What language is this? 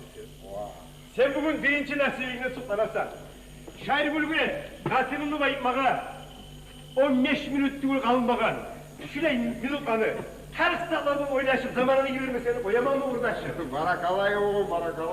Kumyk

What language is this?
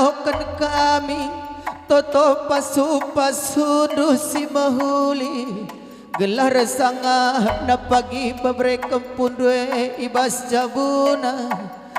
Batak Karo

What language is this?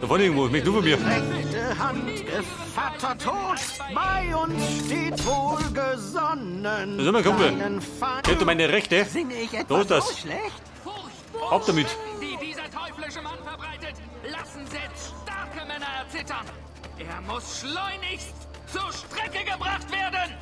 Bavarian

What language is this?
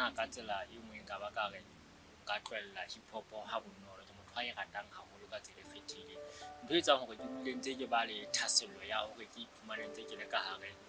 Southern Sotho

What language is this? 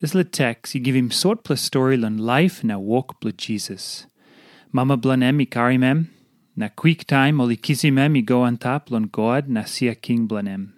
Tok Pisin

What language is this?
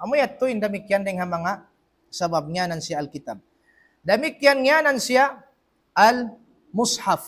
Tausug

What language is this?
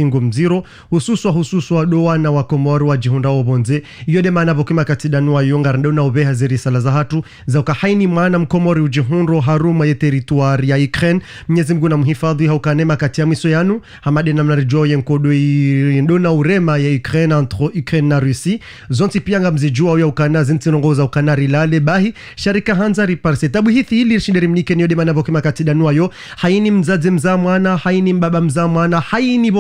Ngazidja Comorian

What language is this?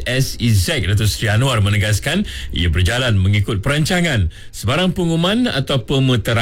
Malay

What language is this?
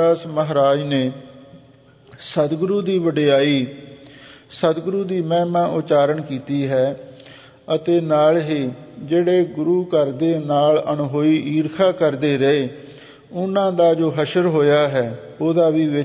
Punjabi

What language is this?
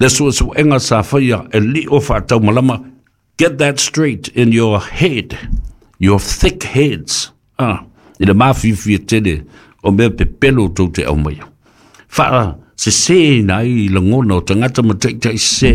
Samoan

